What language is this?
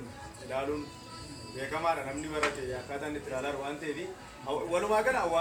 Oromo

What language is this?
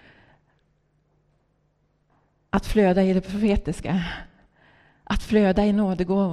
Swedish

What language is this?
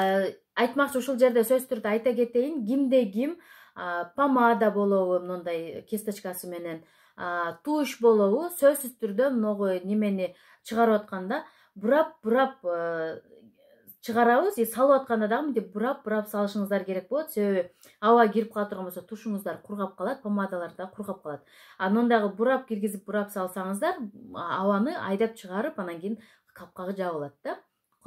Kyrgyz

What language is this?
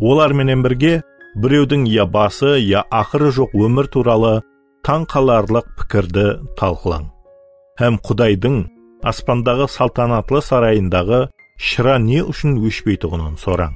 Kara-Kalpak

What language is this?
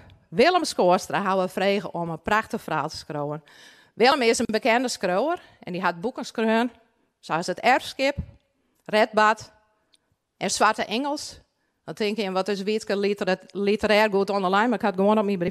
Western Frisian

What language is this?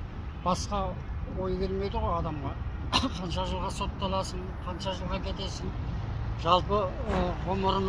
Kazakh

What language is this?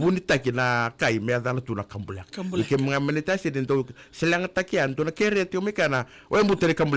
Fijian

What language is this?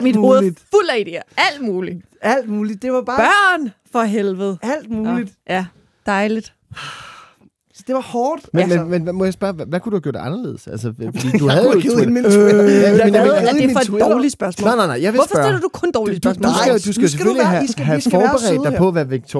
Danish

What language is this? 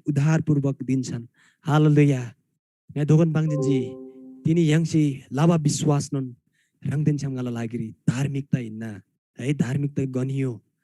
Eastern Tamang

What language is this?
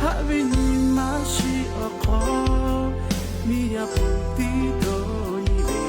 Lahu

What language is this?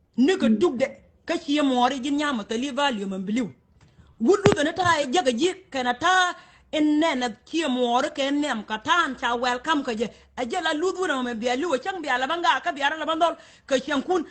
Nuer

